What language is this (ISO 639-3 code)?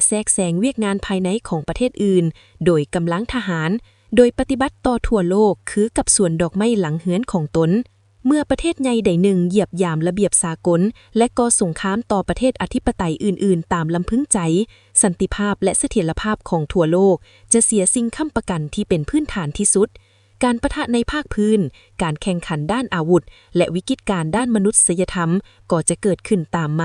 lao